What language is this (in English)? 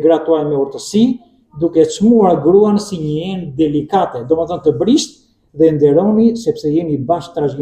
Albanian